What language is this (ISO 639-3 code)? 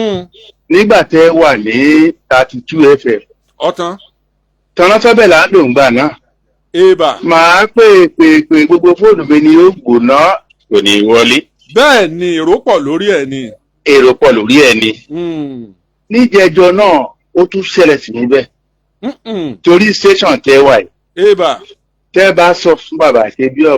yor